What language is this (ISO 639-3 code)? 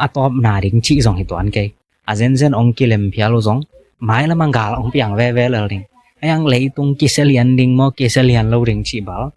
ctd